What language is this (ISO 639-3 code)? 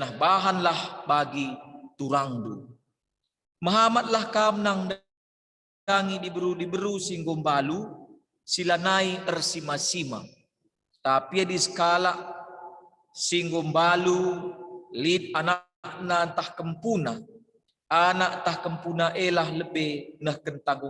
btx